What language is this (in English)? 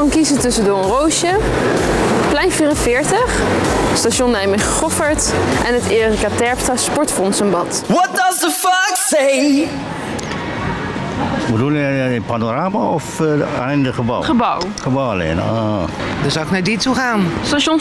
Dutch